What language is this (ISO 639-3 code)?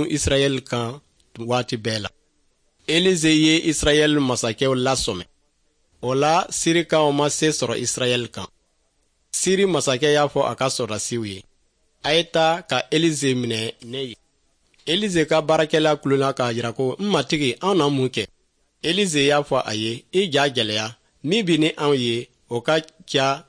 dyu